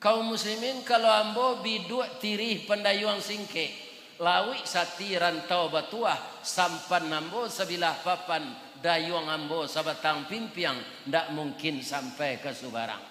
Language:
Minangkabau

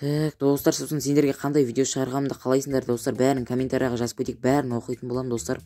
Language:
Kazakh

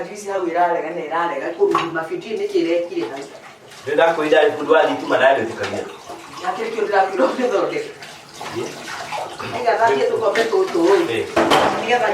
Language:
Kikuyu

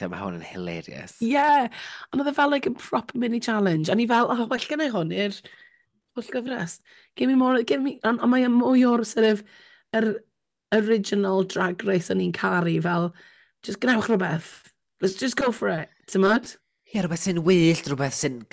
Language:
Welsh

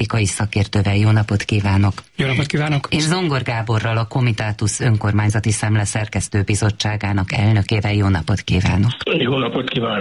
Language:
Hungarian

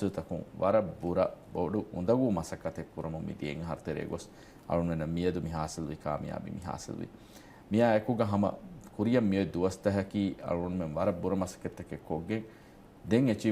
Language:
Divehi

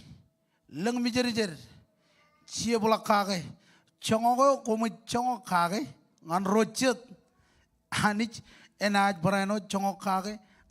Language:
Marshallese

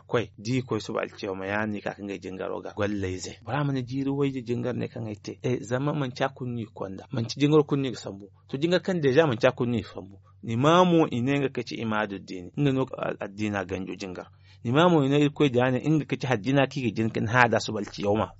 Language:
Zarma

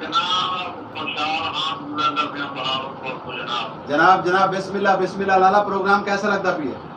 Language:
Saraiki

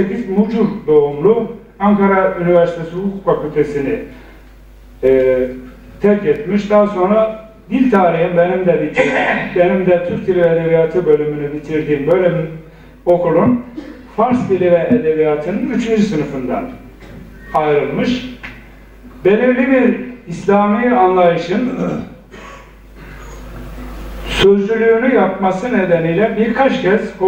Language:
Turkish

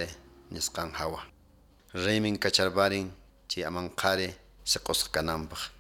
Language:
Quechua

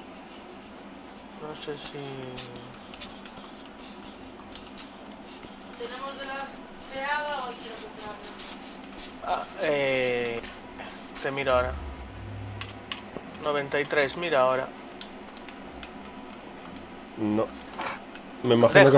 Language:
Spanish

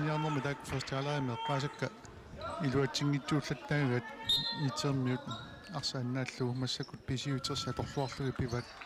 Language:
Kalaallisut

